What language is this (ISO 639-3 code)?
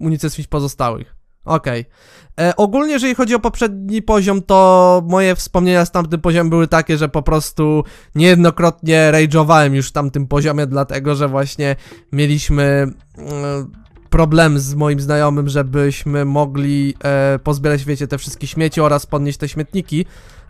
pol